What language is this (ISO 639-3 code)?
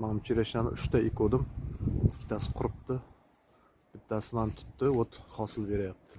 uzb